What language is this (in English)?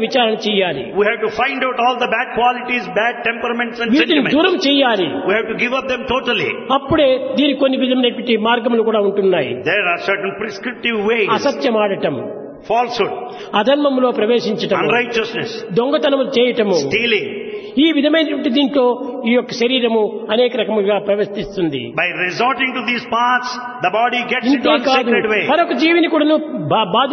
Telugu